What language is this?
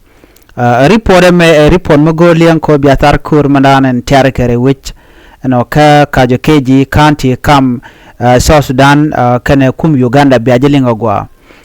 Nuer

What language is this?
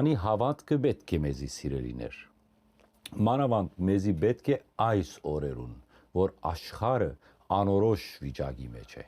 Western Armenian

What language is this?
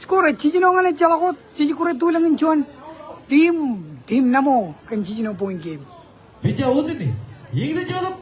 Marshallese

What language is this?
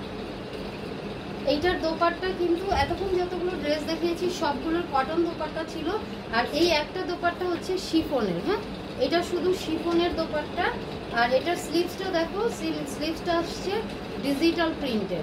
Bangla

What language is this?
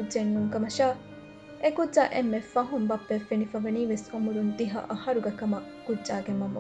Divehi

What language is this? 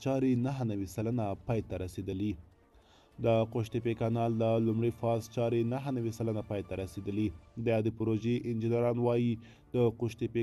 Pashto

